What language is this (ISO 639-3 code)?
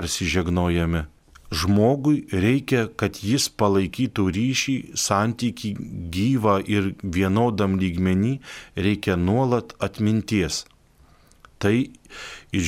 lit